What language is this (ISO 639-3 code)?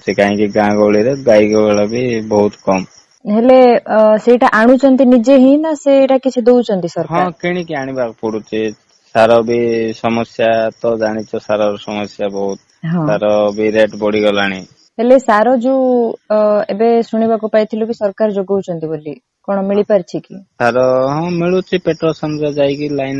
ori